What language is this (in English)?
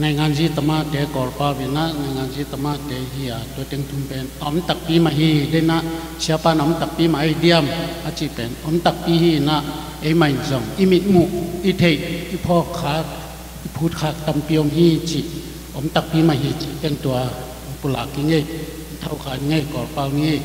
Tedim Chin